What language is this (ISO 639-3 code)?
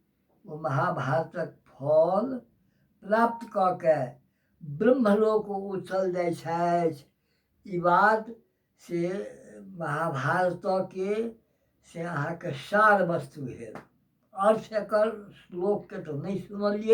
mai